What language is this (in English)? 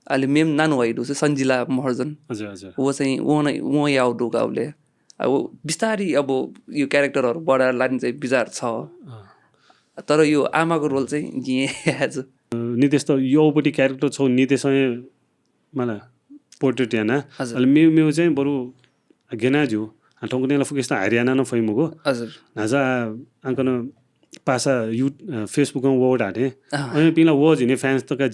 Newari